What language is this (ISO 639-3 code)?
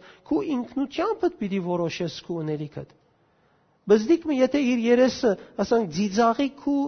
hyw